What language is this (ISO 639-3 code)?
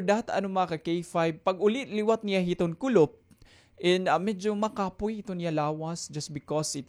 war